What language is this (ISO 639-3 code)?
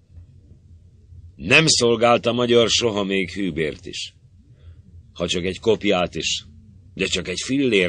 hun